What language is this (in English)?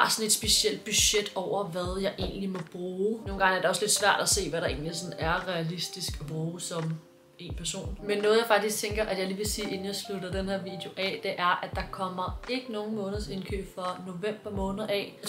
Danish